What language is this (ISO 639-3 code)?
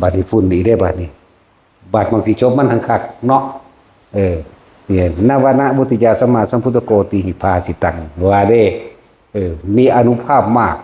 lao